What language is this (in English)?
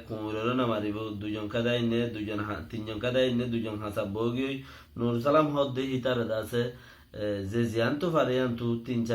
Rohingya